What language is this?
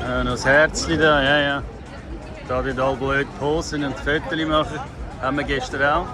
Swiss German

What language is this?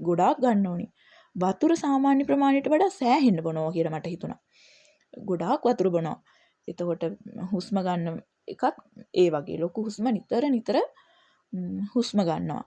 Sinhala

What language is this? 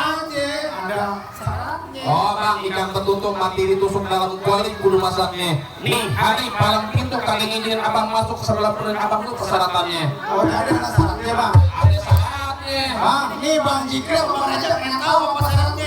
Betawi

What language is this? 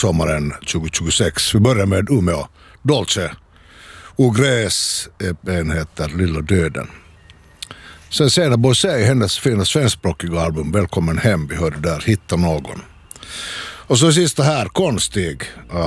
Swedish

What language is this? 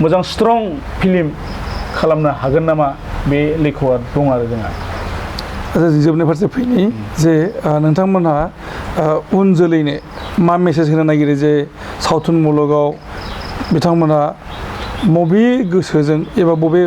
Bodo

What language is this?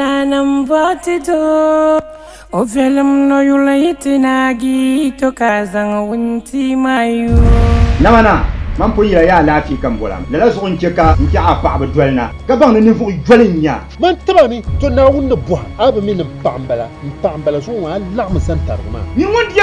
Dagbani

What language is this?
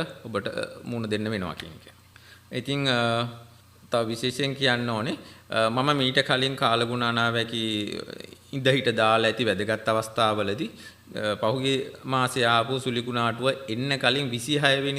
Sinhala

